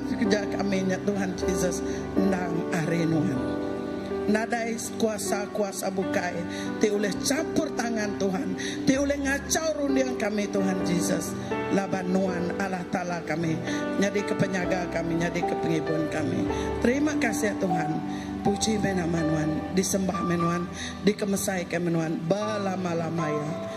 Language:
Iban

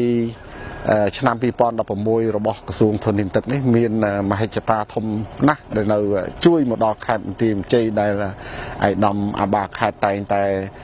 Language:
Khmer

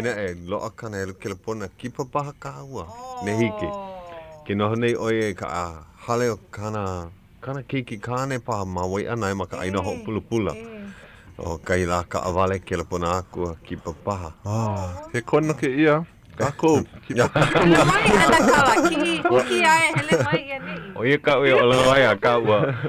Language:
Hawaiian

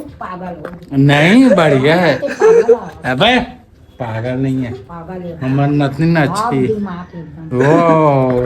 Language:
Chhattisgarhi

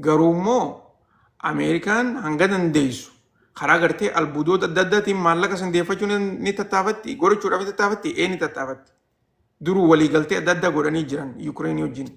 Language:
Oromo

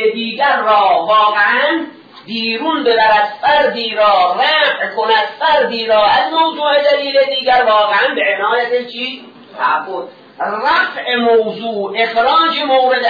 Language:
Persian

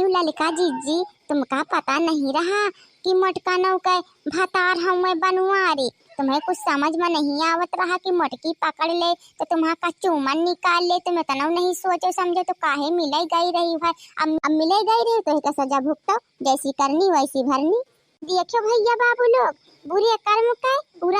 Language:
Awadhi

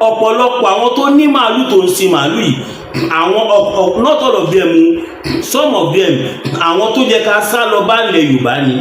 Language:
Yoruba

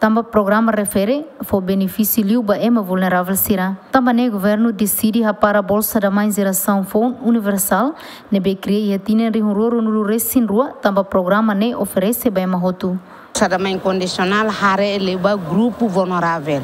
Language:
Tetum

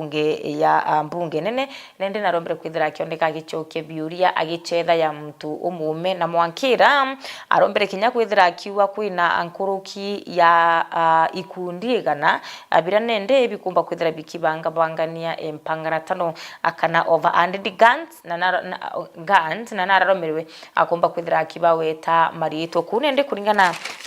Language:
Meru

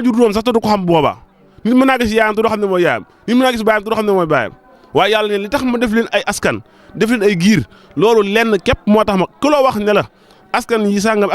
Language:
Wolof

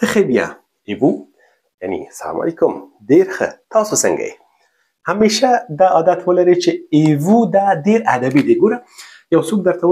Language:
Pashto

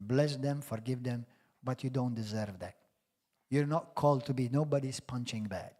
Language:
English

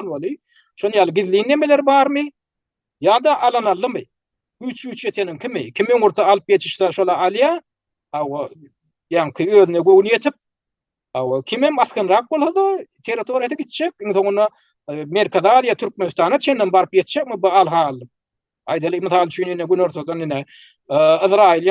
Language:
Turkmen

